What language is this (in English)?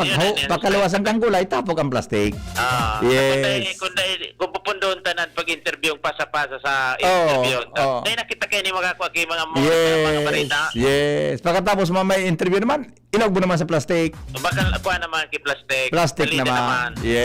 Bikol